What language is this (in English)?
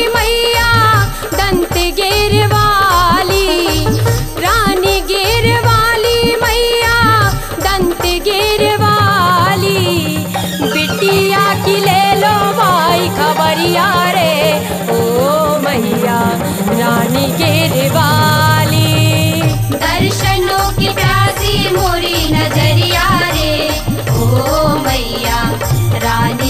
Bundeli